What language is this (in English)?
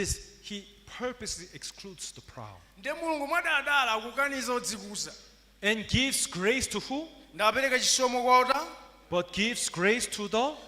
Nyanja